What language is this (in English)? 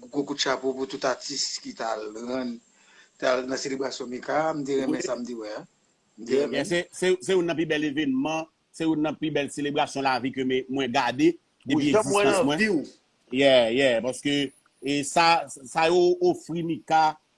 Haitian Creole